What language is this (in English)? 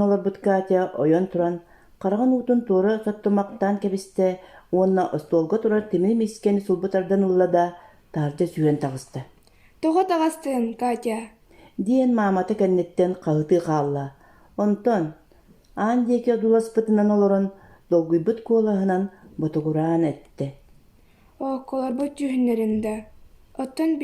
Yakut